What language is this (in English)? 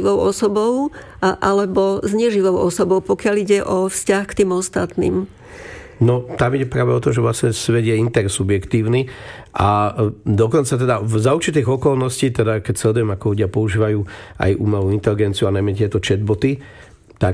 Slovak